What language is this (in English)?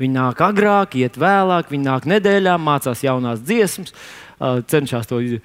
Latvian